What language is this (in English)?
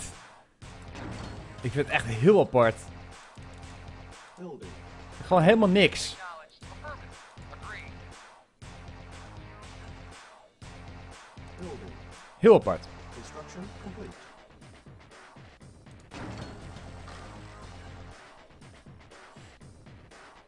Dutch